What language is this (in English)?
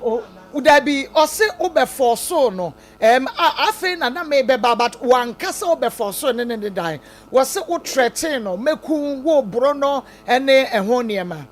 Akan